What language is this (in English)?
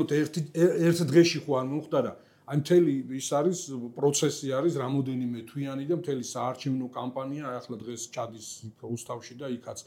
Georgian